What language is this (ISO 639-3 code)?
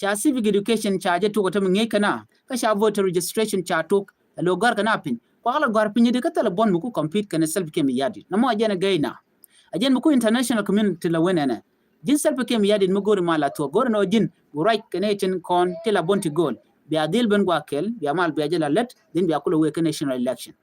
nus